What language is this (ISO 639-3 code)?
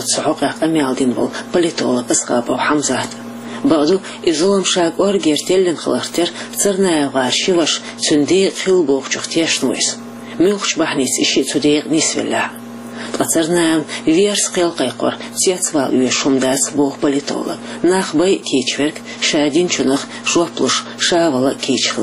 che